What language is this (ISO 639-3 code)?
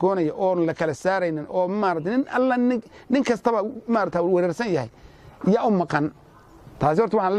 som